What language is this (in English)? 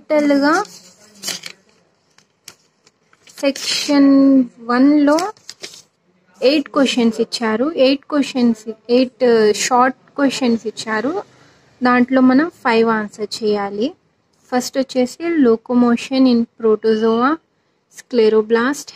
Telugu